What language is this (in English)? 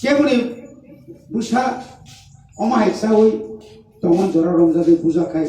Kok Borok